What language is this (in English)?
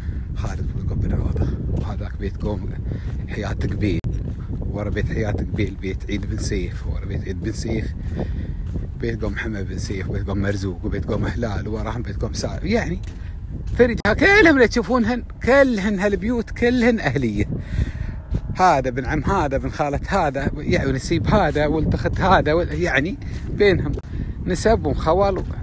Gulf Arabic